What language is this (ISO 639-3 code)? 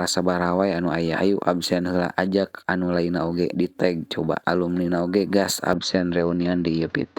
sun